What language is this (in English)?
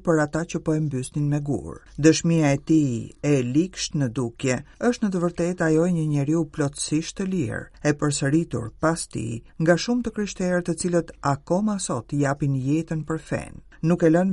Albanian